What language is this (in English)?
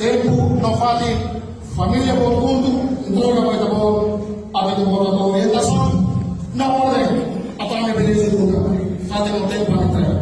Tetum